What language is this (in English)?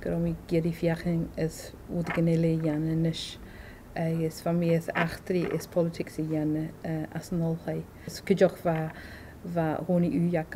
Scottish Gaelic